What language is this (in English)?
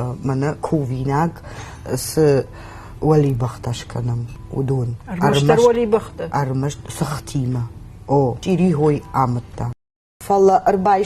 Ossetic